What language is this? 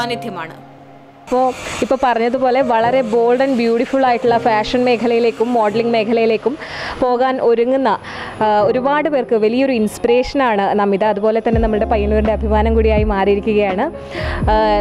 Malayalam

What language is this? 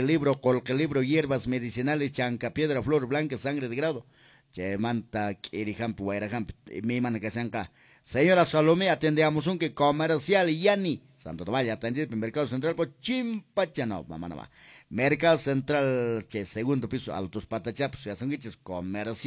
Quechua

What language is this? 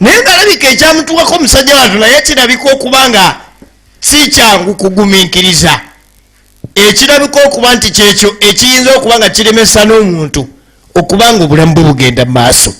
Ganda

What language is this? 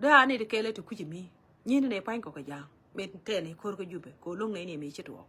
Nuer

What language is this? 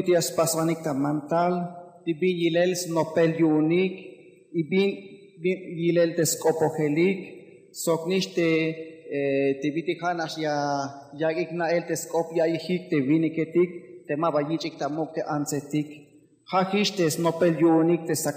Tzeltal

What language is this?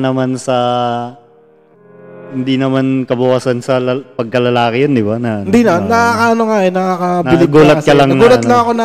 Filipino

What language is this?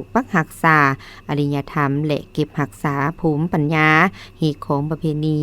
Lao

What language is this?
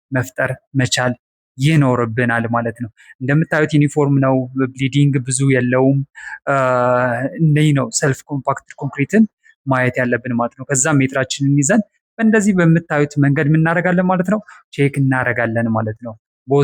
Amharic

